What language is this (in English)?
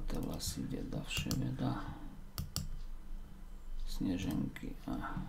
Slovak